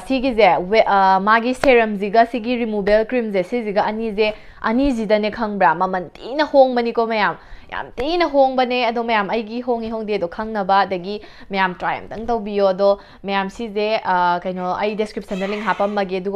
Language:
Manipuri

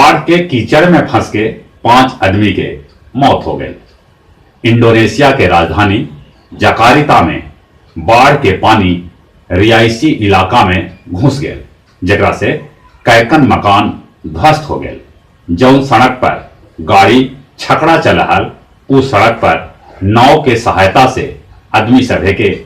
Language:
Magahi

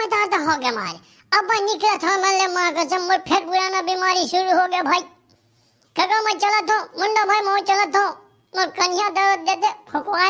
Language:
Chhattisgarhi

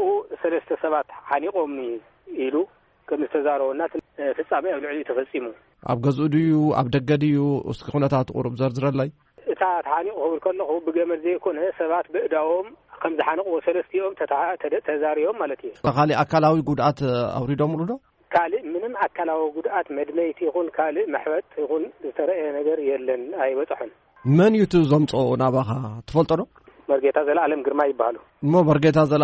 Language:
Tigrinya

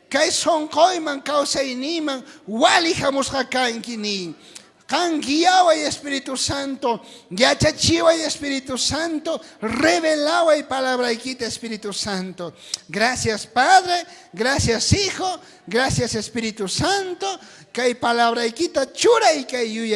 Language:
South Bolivian Quechua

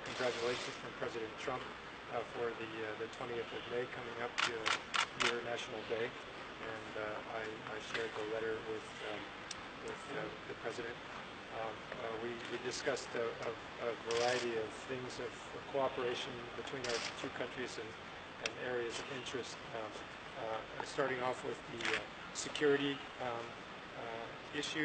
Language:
English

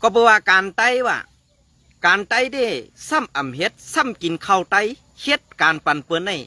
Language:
Shan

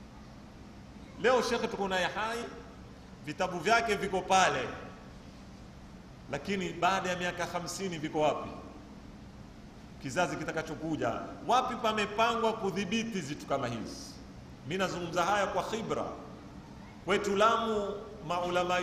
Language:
Swahili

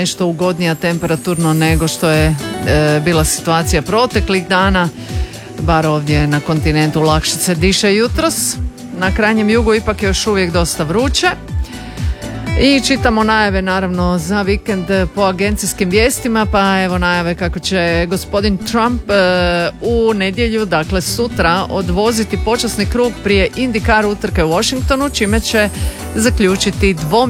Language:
Croatian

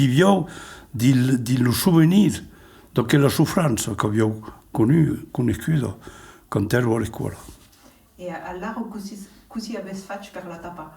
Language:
Occitan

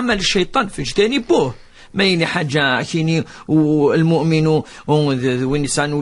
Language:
Kabyle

